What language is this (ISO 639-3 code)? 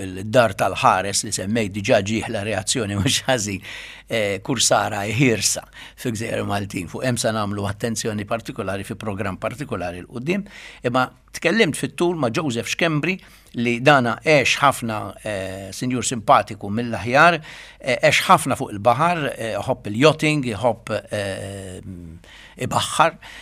mlt